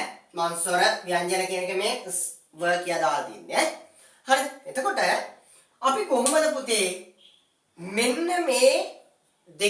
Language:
Sinhala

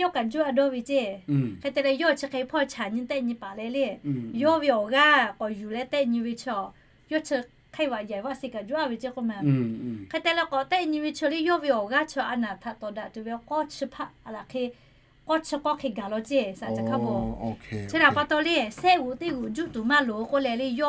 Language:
Lahu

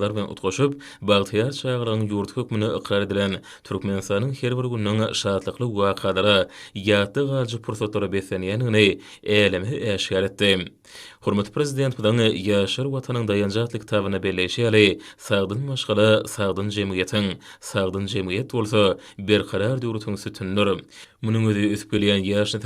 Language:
Turkmen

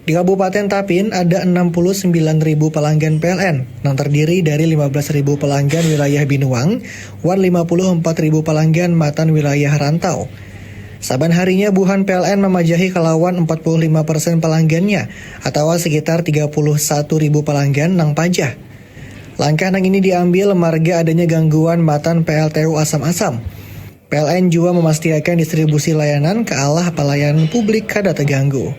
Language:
Banjar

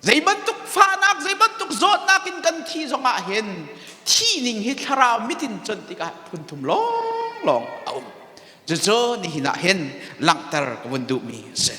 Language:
Hakha Chin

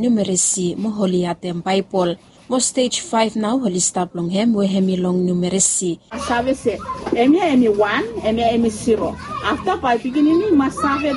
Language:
Bislama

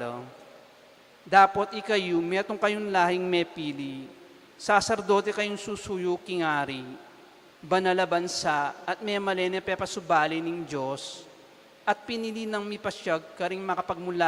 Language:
Pampanga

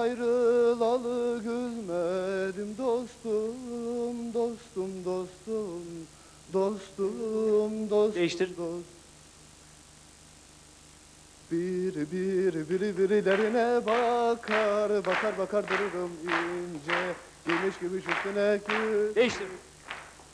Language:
Turkish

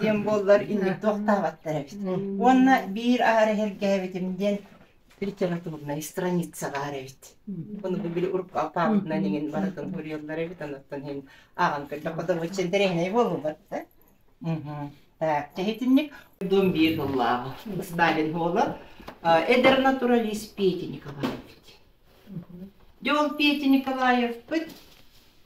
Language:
Yakut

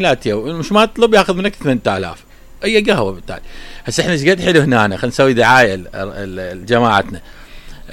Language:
Mesopotamian Arabic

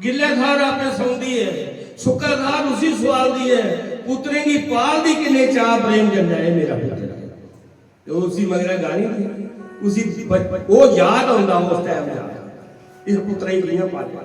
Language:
Dogri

